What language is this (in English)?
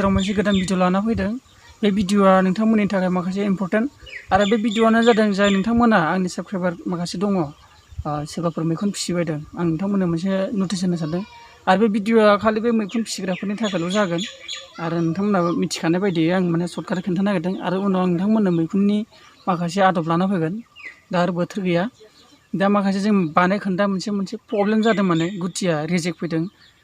Bodo